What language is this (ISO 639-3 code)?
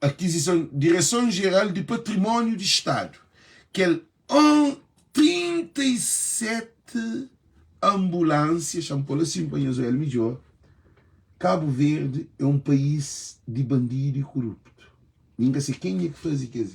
kea